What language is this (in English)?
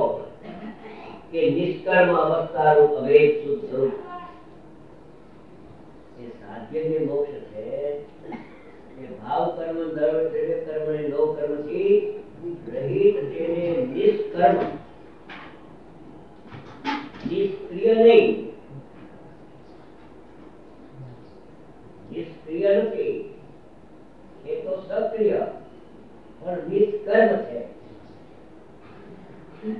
Gujarati